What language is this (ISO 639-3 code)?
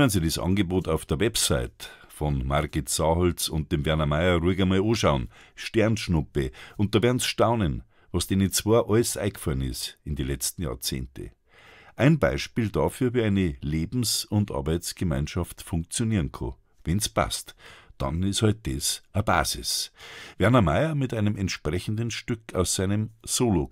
bar